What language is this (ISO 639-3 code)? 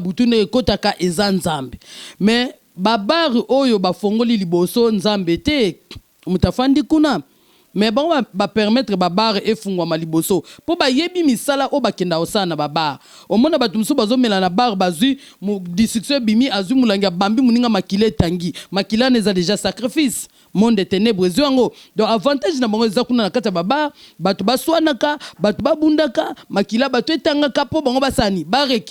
lin